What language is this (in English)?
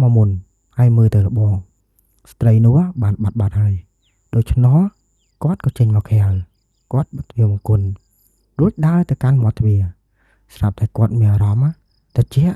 Khmer